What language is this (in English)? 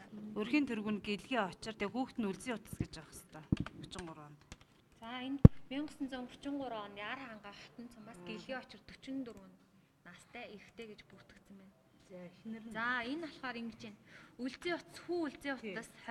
Mongolian